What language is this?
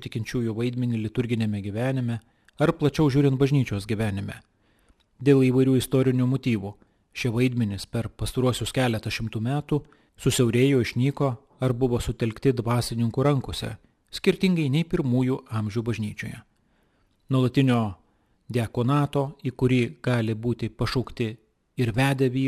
Lithuanian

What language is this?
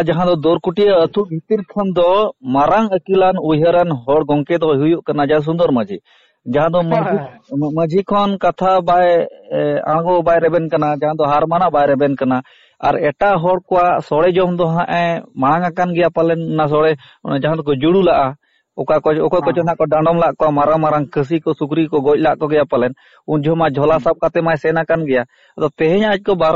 Santali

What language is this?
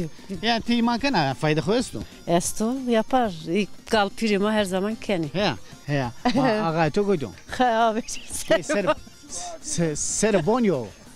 Zaza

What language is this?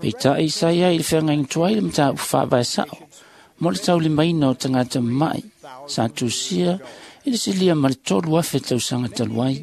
Samoan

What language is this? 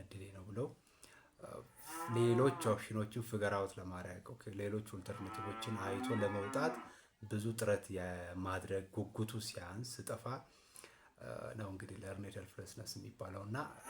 Amharic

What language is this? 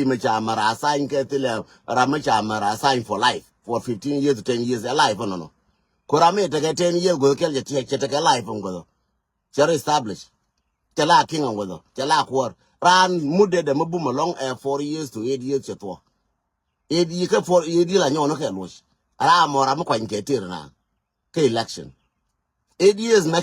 Nuer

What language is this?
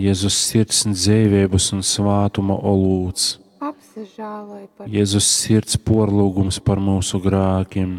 Latgalian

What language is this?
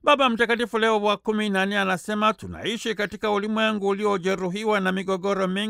Swahili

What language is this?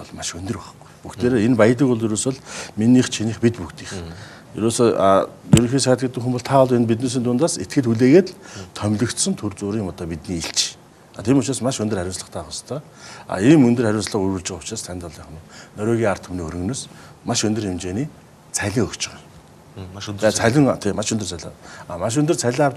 Mongolian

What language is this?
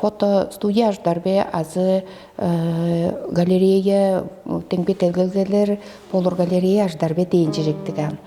Tuvinian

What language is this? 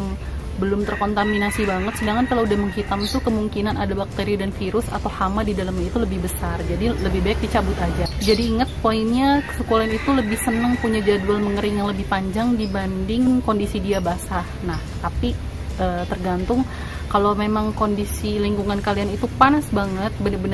Indonesian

